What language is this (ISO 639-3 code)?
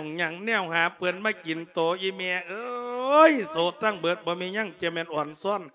lao